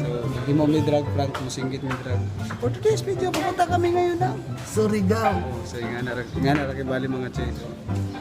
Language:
Cebuano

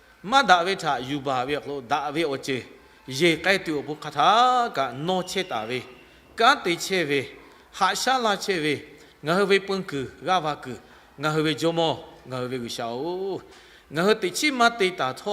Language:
Lahu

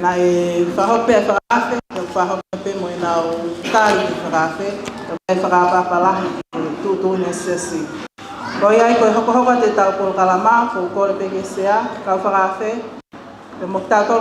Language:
Tongan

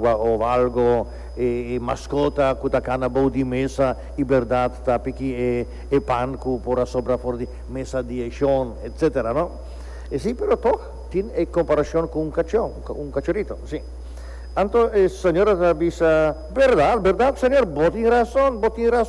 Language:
Papiamento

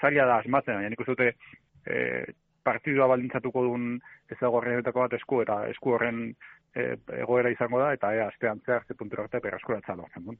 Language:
Basque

